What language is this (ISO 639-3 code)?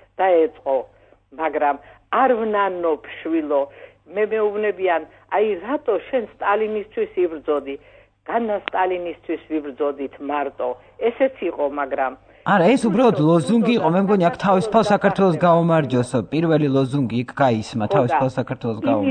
kat